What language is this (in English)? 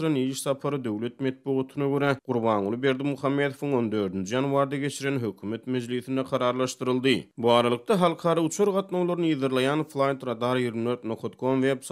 Turkmen